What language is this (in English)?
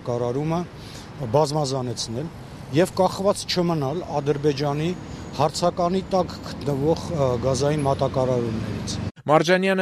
Armenian